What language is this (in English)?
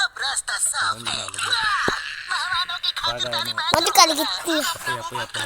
Santali